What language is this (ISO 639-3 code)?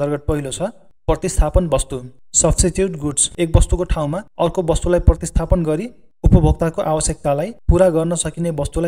nep